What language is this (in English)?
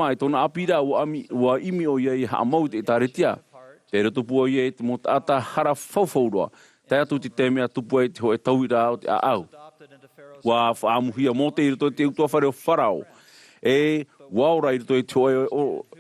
Tahitian